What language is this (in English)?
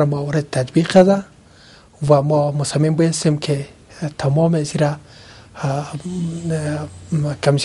Persian